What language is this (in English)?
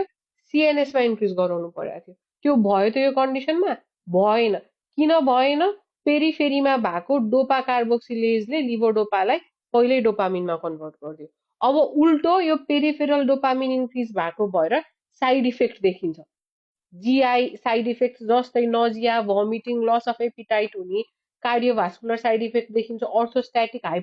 Nepali